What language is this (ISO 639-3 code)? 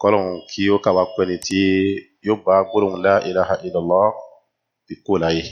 yor